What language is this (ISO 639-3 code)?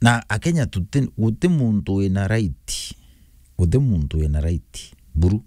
mer